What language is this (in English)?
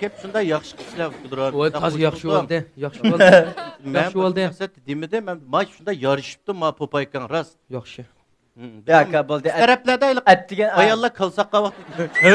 Uyghur